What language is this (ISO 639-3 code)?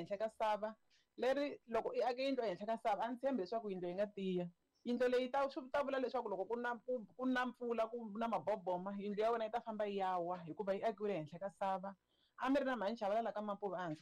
tso